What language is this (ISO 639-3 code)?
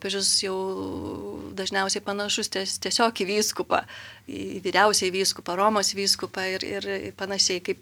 lit